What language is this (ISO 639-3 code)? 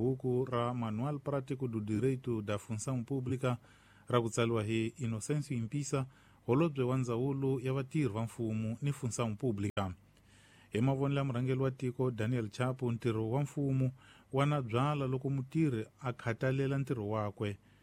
tso